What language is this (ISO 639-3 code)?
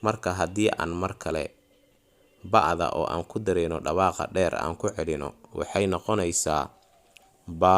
som